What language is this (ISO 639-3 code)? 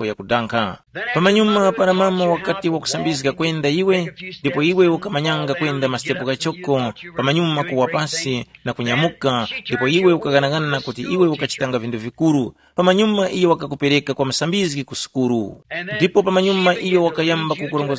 tum